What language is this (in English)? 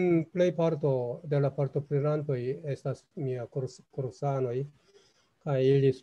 Esperanto